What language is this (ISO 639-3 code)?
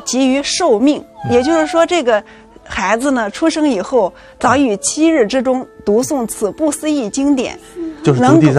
zho